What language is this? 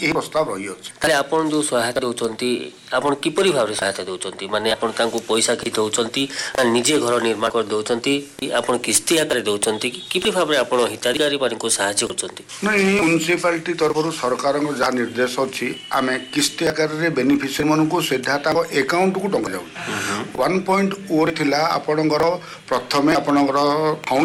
Odia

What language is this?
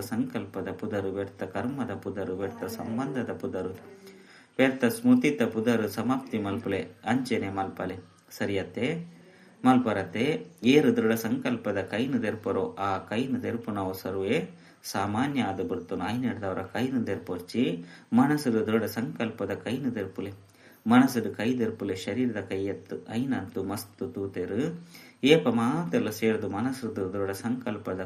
Tulu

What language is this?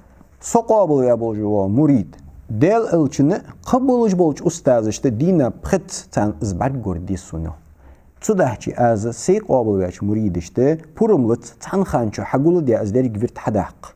Ingush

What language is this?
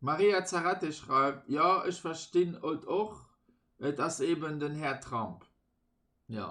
Luxembourgish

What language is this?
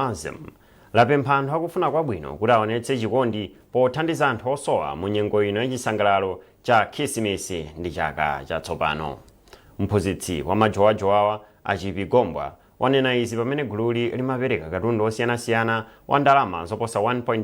Nyanja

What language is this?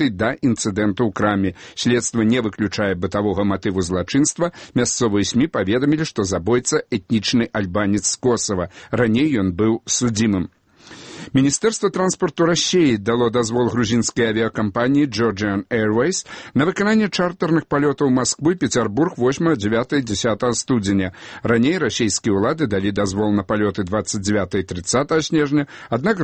Belarusian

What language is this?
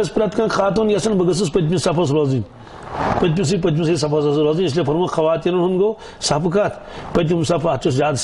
Kashmiri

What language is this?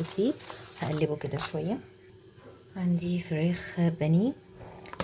Egyptian Arabic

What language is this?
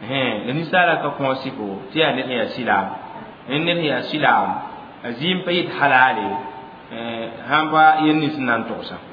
Mossi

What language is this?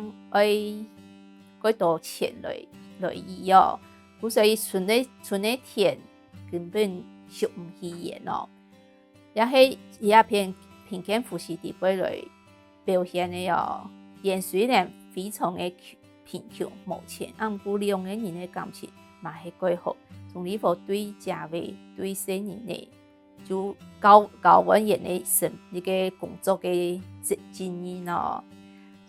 Hakka Chinese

